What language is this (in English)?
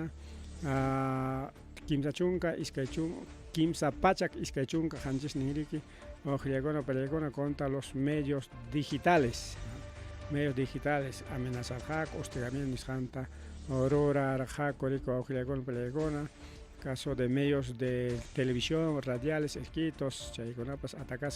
Ayacucho Quechua